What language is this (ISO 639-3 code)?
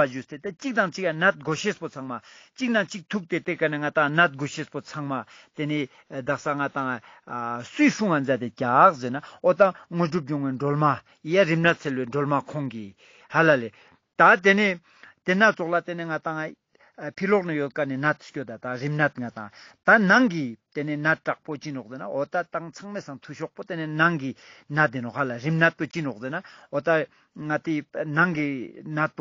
lbj